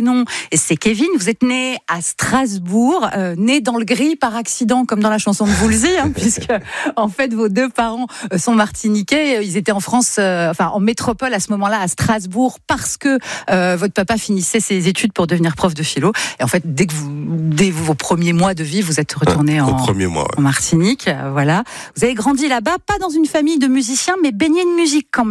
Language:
French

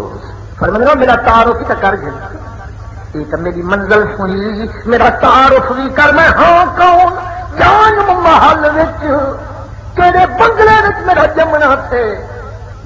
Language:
Saraiki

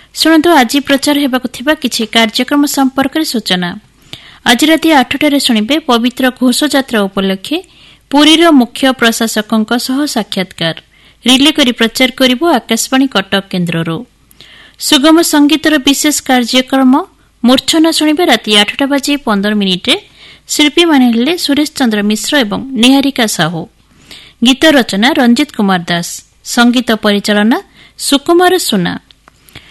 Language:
Odia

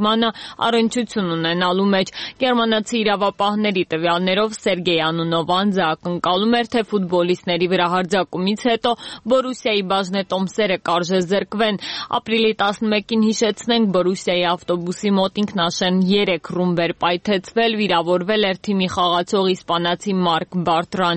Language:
Armenian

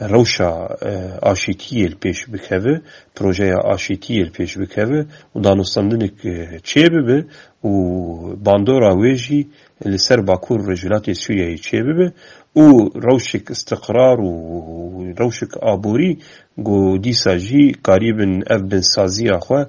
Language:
Kurdish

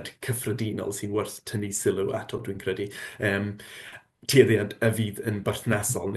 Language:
Welsh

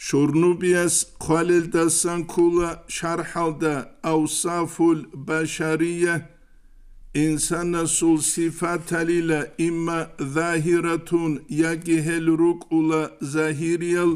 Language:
Avaric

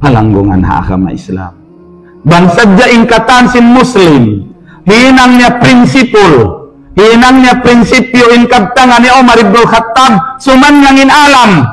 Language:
Tausug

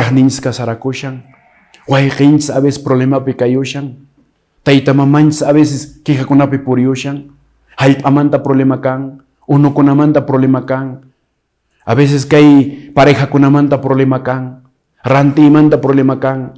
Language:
Quechua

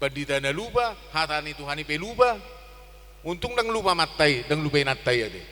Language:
Batak Toba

